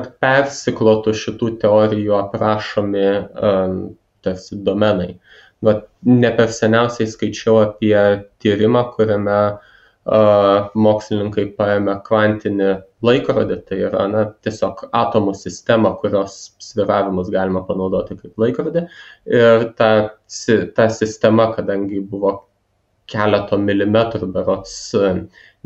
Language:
Lithuanian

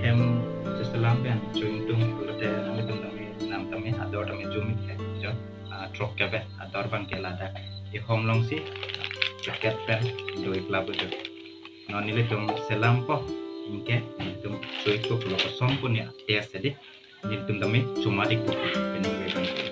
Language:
Karbi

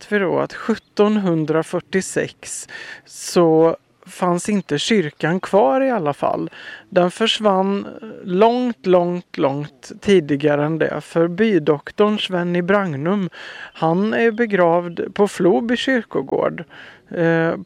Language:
Swedish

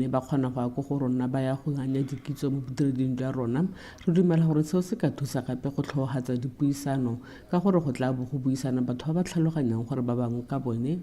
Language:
Tswana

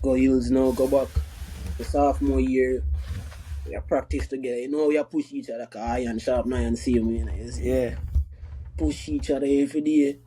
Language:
Jamaican Creole English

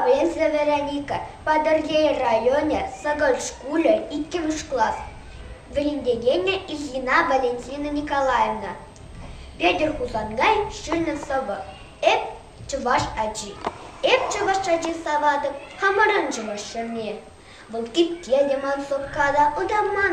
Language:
Chuvash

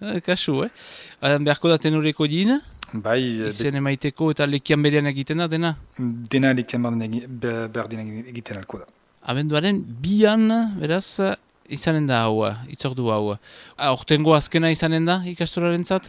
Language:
Basque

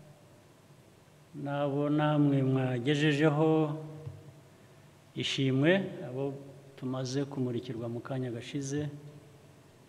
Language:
Kinyarwanda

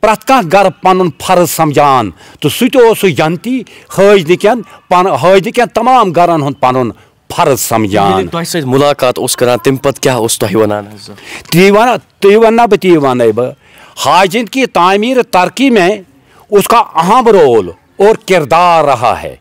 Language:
Kashmiri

